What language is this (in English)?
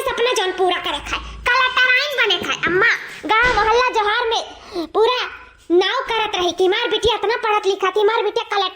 Awadhi